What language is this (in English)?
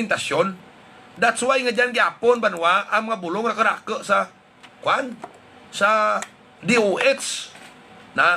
Hiligaynon